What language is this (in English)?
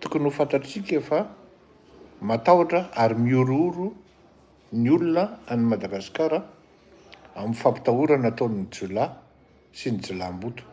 Malagasy